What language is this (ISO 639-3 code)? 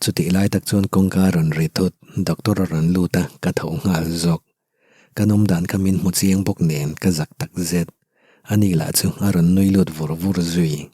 lus